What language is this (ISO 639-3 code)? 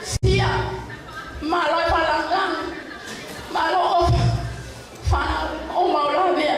ton